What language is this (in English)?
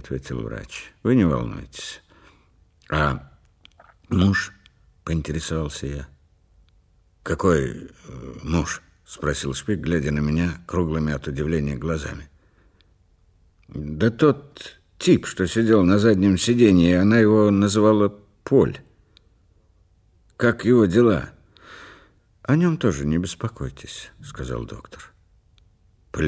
Russian